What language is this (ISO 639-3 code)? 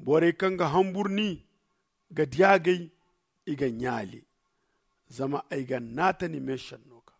dje